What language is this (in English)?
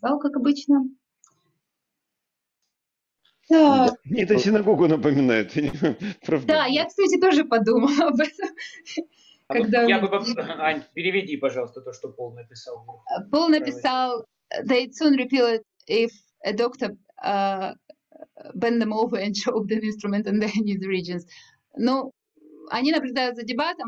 Russian